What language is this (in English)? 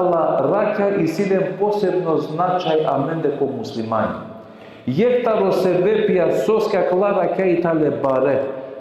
Balkan Romani